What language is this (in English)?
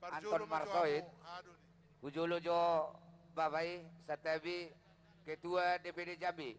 Batak Toba